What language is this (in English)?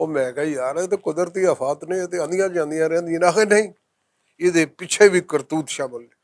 Western Panjabi